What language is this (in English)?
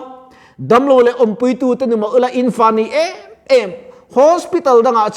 Mizo